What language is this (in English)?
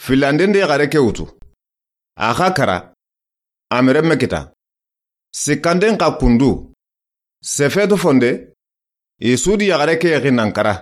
Soninke